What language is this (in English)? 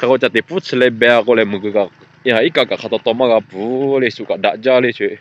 Lahu